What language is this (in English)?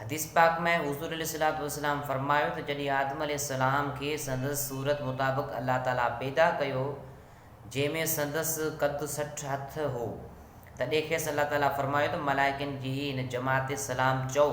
Sindhi